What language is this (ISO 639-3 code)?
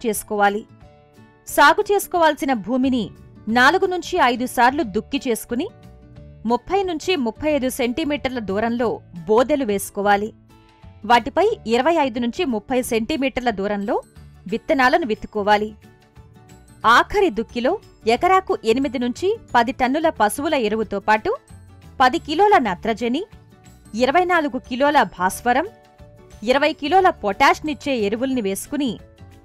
tel